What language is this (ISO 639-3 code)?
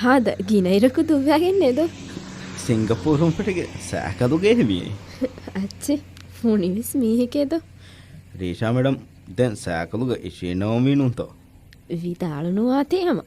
div